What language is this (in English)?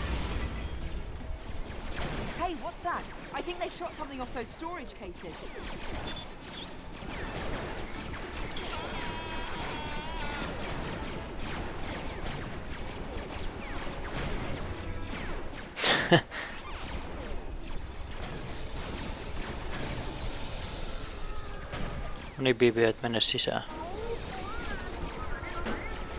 Finnish